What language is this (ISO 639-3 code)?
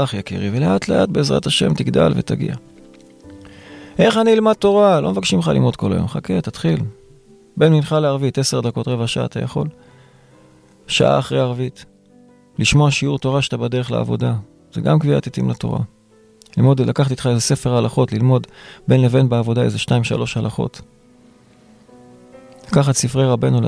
heb